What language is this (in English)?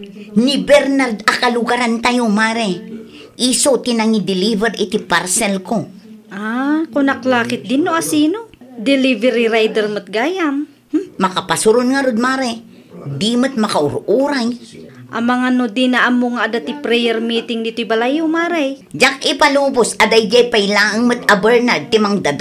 Iloko